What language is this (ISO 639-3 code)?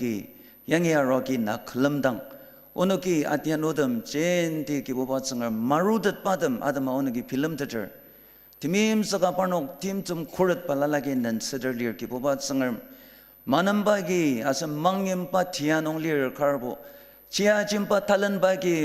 njo